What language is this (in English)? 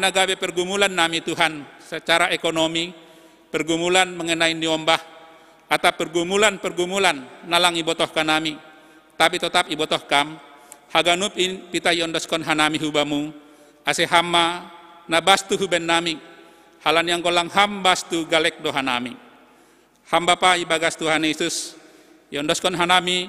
Batak Simalungun